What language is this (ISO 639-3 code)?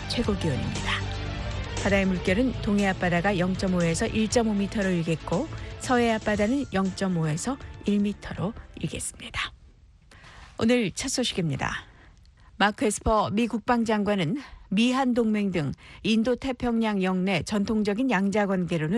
kor